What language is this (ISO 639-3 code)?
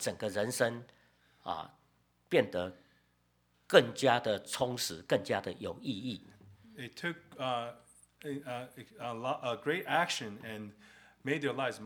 zho